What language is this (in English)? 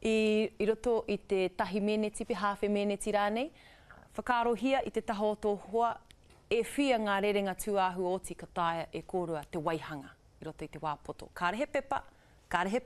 Māori